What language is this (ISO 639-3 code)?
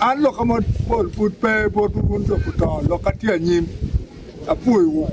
ach